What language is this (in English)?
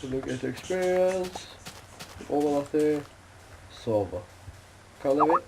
Faroese